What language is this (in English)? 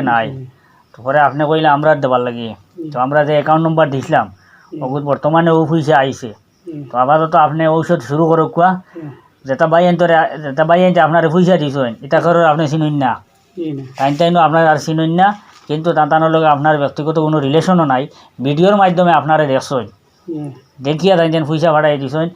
Sylheti